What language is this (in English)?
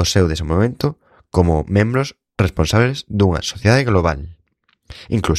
Galician